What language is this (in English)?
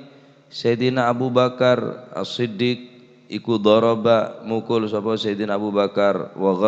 Madurese